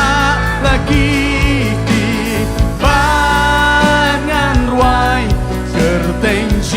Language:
Khasi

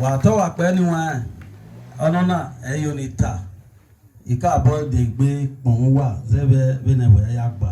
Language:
Bini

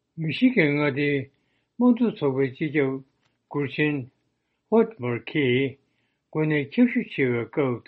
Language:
Tibetan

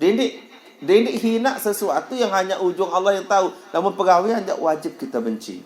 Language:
Sasak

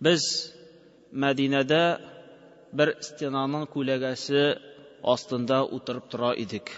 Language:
Tatar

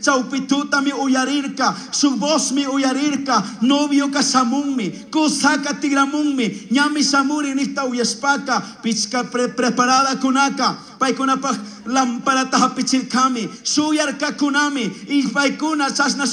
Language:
Chimborazo Highland Quichua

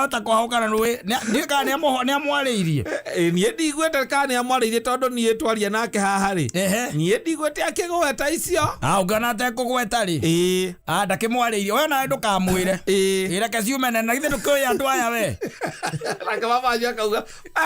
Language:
Kikuyu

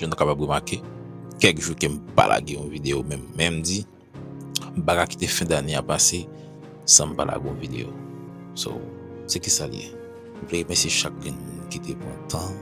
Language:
Haitian Creole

